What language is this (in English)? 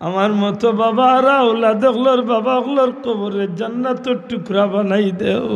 Sylheti